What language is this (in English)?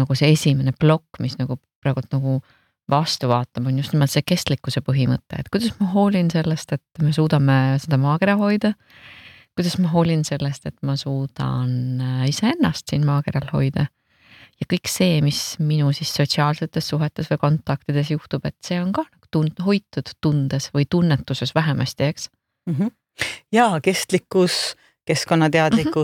Estonian